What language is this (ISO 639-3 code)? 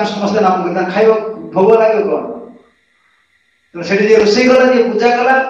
ori